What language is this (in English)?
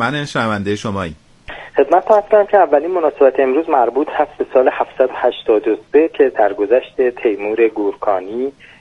Persian